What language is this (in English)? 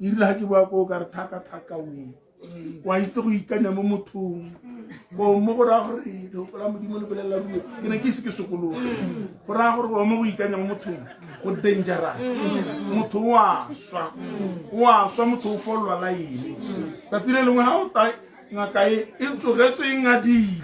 Tswana